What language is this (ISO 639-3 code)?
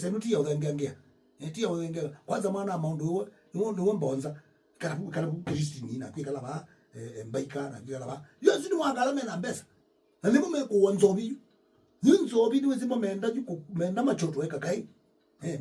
kam